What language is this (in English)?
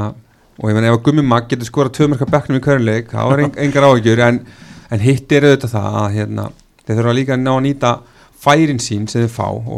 Icelandic